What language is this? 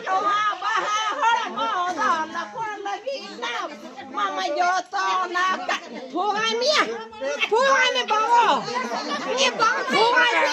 Santali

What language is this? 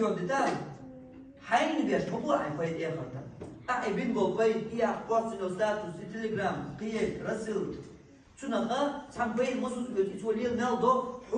Chechen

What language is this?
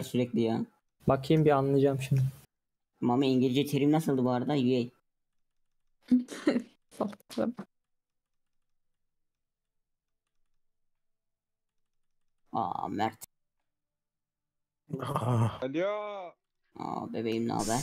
Turkish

